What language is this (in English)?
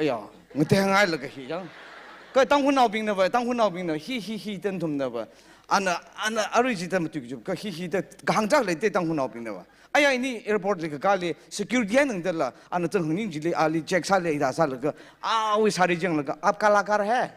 Tangkhul Naga (India)